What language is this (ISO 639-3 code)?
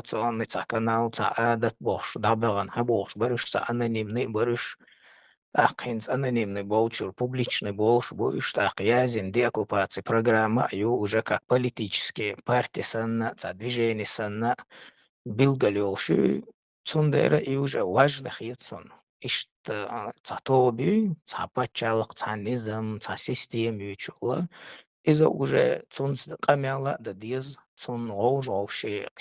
che